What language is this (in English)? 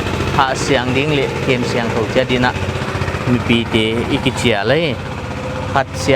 Paite Chin